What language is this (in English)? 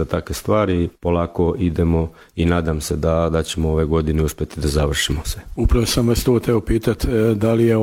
Serbian